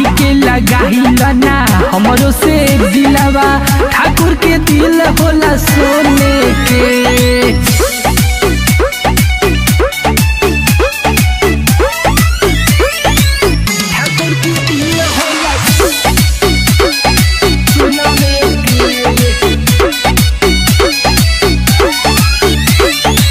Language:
Bhojpuri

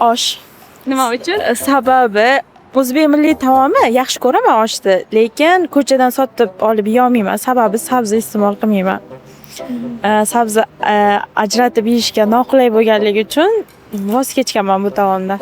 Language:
Uzbek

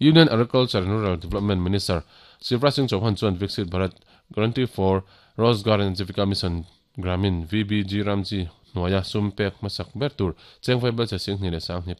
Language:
Mizo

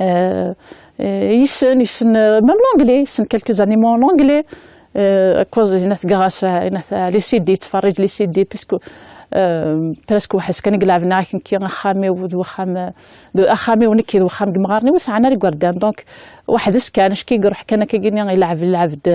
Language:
Kabyle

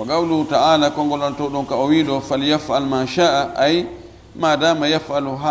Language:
Fula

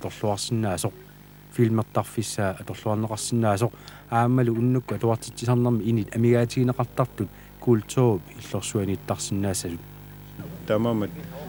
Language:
Kalaallisut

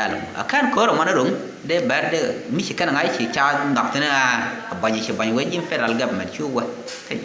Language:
Nuer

